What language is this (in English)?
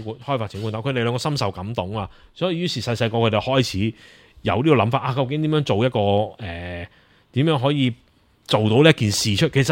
Cantonese